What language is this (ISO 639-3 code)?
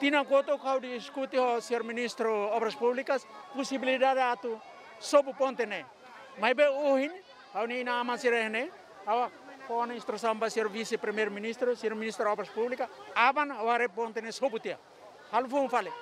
tet